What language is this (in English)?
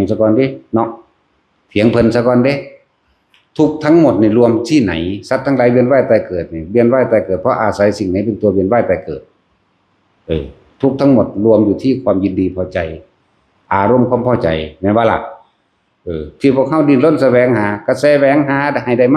Northeastern Thai